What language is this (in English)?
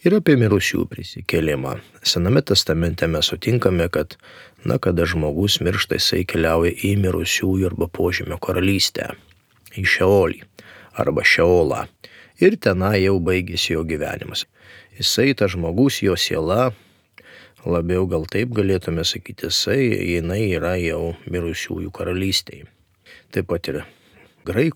Lithuanian